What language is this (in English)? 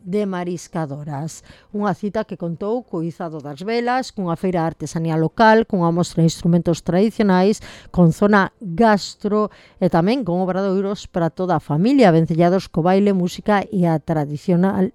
Galician